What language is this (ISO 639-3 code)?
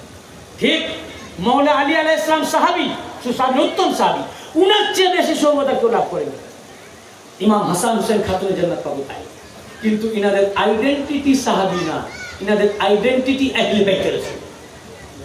ben